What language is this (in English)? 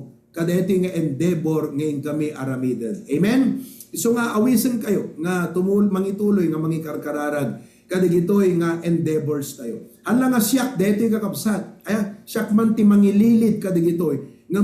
Iloko